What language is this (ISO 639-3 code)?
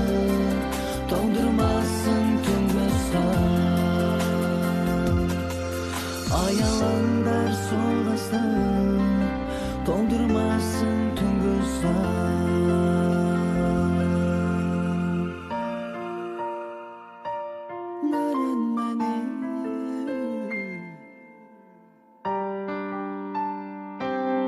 kaz